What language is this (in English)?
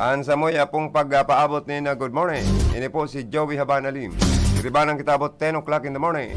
Bikol